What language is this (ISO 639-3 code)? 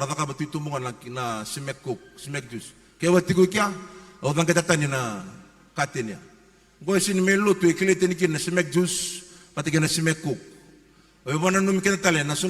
fij